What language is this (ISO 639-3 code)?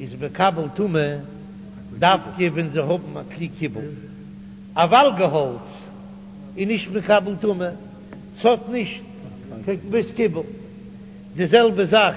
yid